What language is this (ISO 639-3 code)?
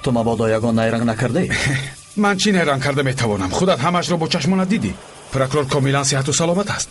tgk